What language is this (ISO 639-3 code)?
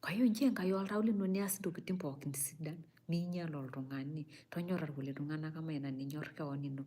mas